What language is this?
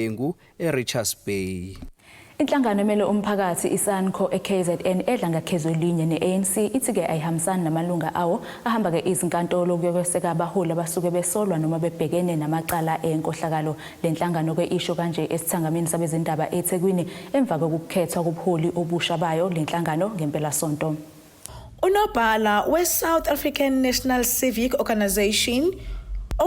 Zulu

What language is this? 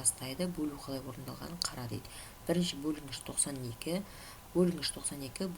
Kazakh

